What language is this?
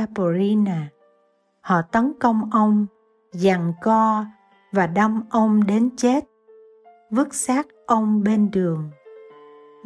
Vietnamese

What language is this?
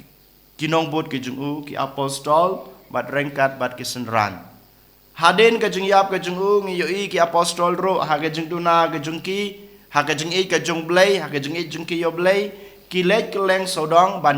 Khasi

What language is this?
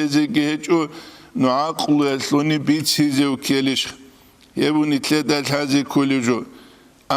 Avaric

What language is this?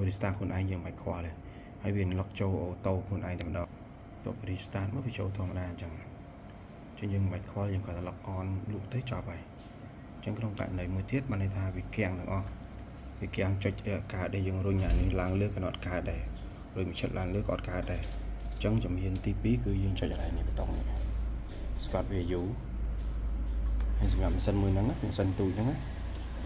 Khmer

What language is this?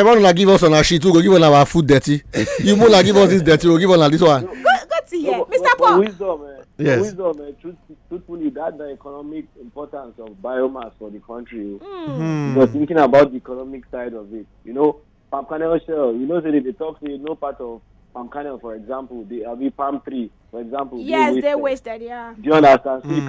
Nigerian Pidgin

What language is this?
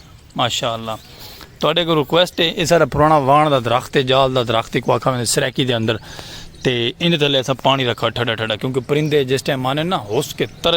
Saraiki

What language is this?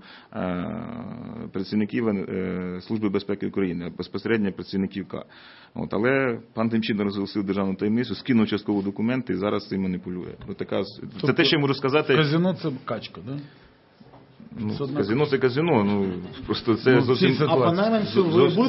Ukrainian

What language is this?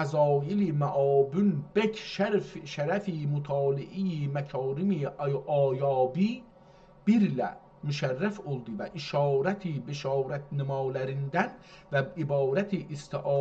South Azerbaijani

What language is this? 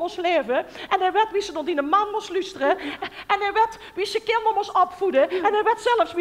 Limburgish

